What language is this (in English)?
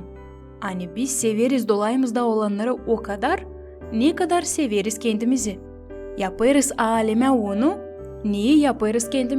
Gagauz